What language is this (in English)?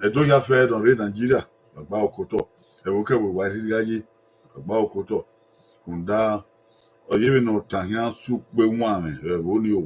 Bini